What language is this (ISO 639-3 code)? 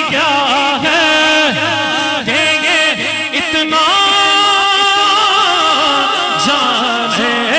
urd